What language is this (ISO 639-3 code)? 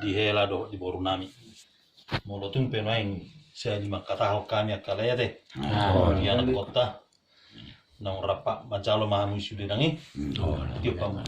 bbc